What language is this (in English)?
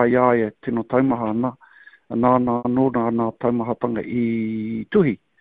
Māori